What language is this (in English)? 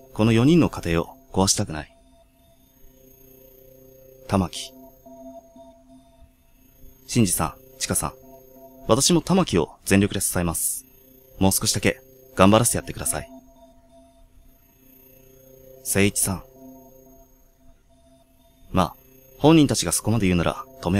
Japanese